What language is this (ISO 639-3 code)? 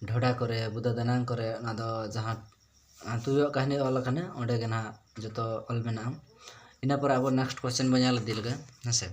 sat